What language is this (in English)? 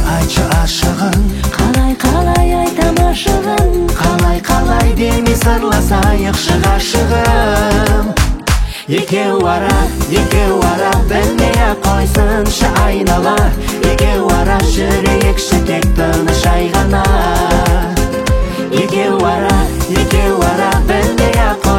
Kazakh